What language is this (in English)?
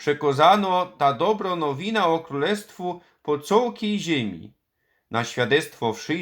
Silesian